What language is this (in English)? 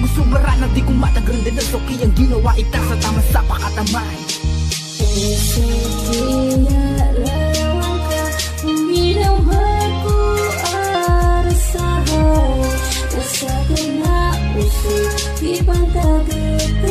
Maranao